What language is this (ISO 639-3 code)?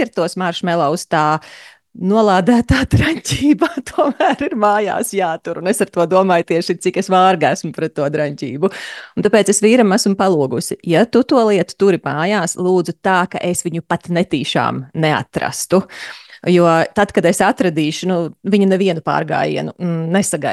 lav